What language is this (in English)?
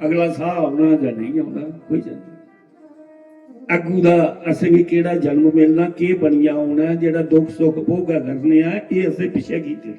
Dogri